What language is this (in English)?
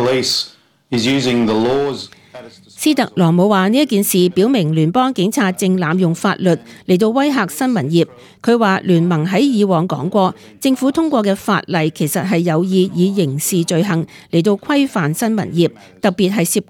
Cantonese